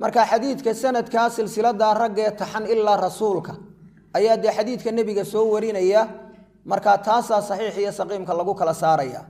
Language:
Somali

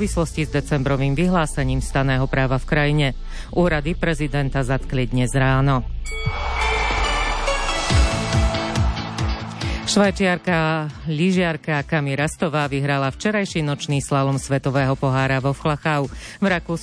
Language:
Slovak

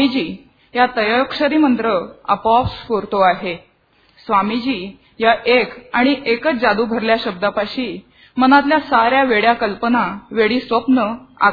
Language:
Marathi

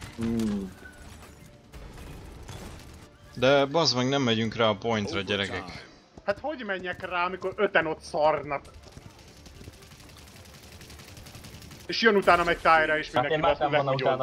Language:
Hungarian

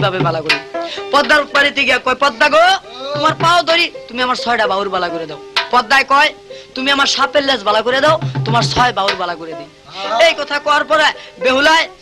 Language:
Bangla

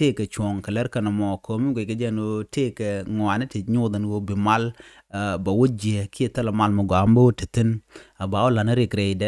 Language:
Nuer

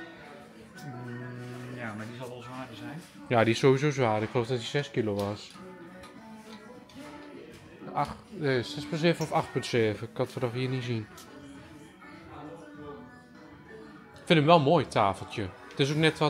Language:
Dutch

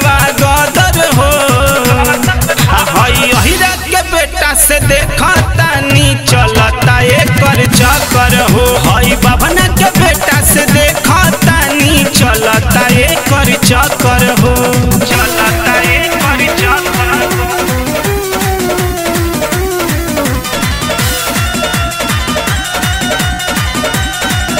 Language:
Bhojpuri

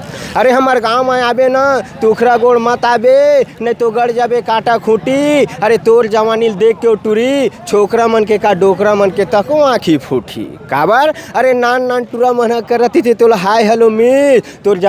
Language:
Chhattisgarhi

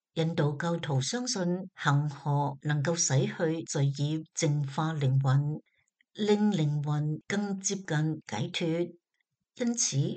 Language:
Cantonese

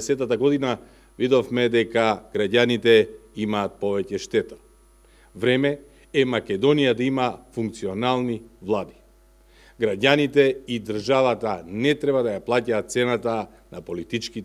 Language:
Macedonian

